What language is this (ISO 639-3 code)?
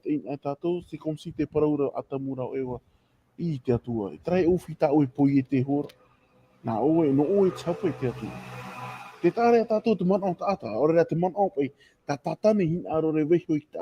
tah